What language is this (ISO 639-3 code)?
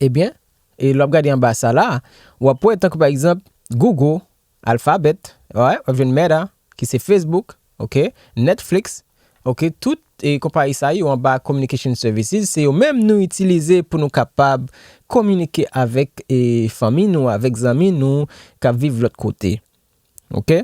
hat